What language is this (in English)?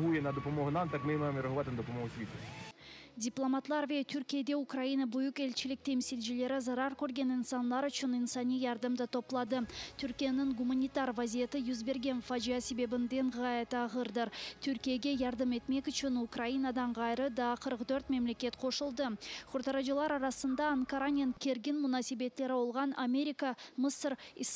Crimean Tatar